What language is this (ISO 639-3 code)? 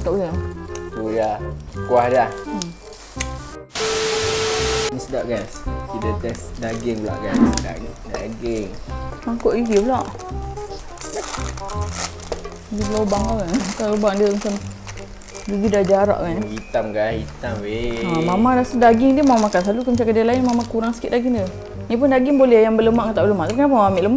msa